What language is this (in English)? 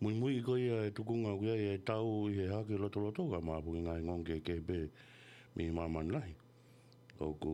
Tongan